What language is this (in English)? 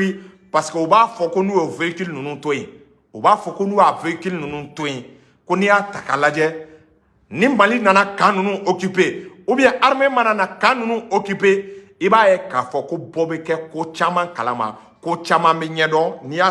Bambara